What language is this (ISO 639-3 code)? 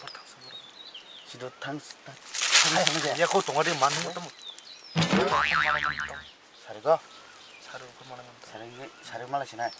trp